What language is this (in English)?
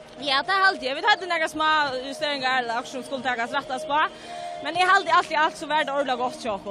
Faroese